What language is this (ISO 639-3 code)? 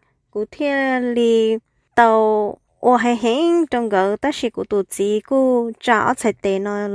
hmn